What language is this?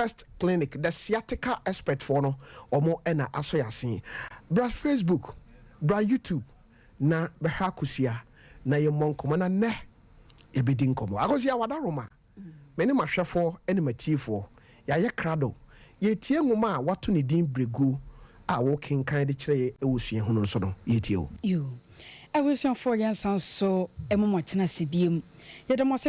Akan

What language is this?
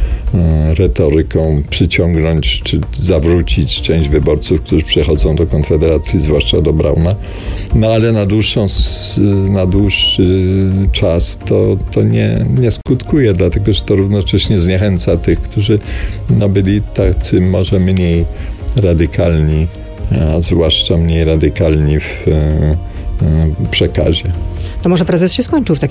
Polish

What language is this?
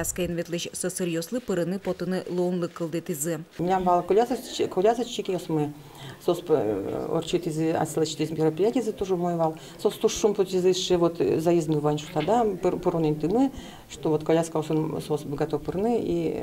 Udmurt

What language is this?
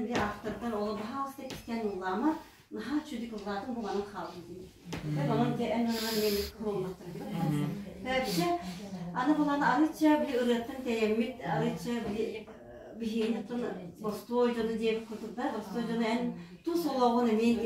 Yakut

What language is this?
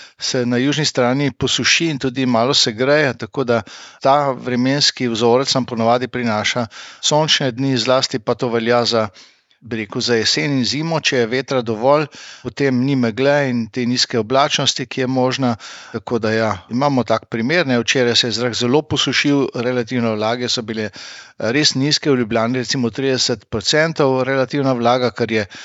Slovenian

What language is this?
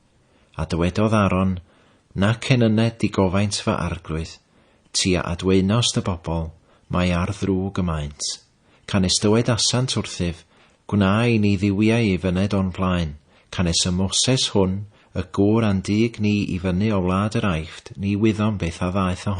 Welsh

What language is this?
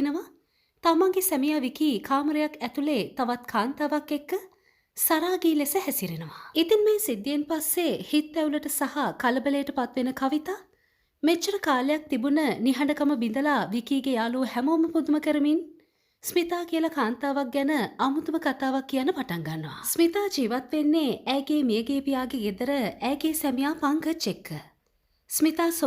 Sinhala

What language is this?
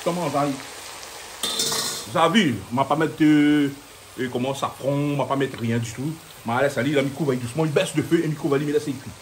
Réunion Creole French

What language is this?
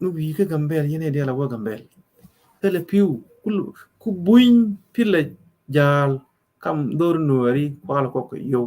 Nuer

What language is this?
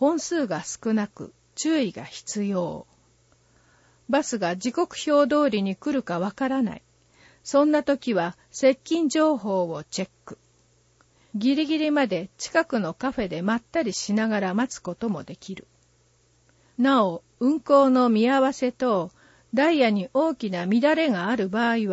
Japanese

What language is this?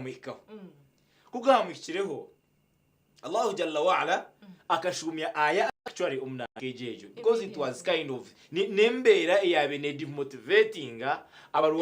Nyankole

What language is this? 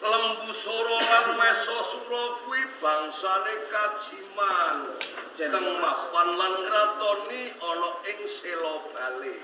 Javanese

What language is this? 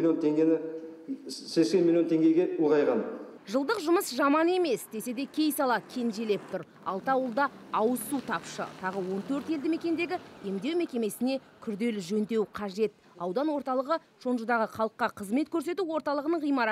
Kazakh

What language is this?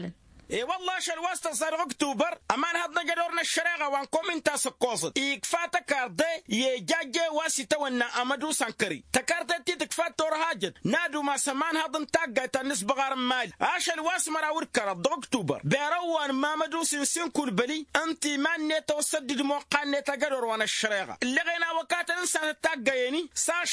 Tamasheq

